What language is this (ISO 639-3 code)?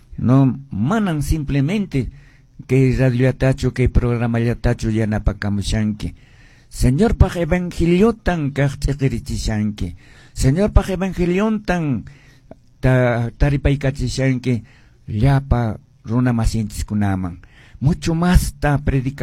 que